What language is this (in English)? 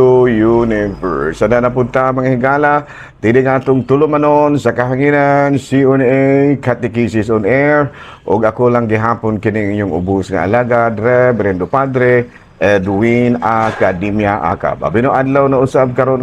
Cebuano